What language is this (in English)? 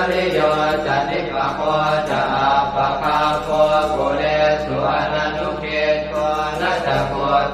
Pali